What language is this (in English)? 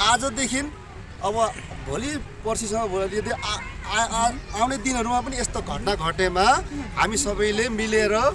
Nepali